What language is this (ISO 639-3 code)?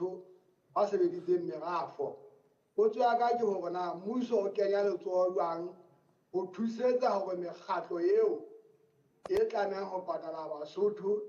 sot